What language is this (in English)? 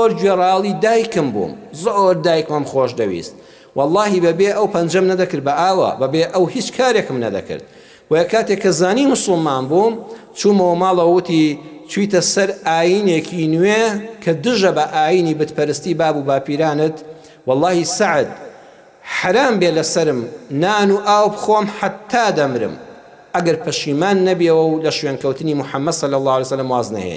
Central Kurdish